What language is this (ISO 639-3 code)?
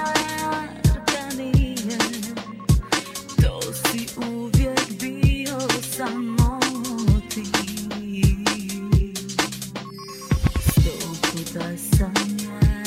hrv